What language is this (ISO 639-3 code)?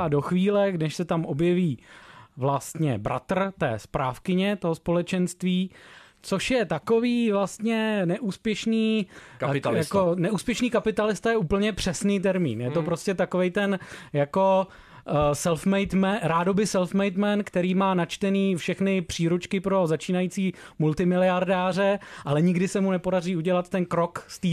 ces